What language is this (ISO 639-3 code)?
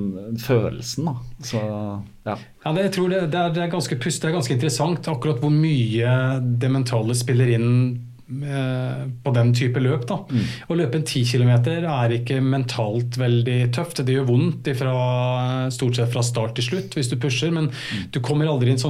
nor